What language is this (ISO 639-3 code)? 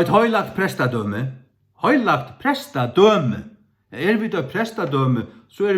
fao